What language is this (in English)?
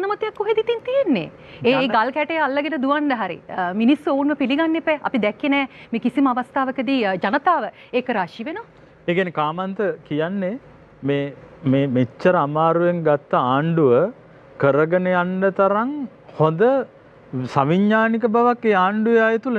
Sinhala